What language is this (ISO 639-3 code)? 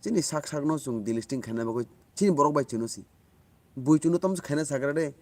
trp